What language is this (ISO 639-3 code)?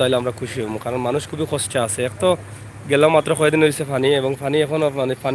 syl